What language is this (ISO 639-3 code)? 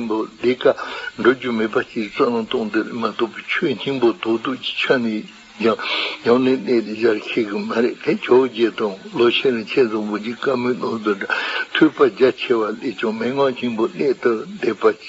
bod